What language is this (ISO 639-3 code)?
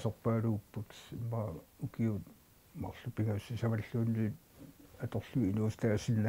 kal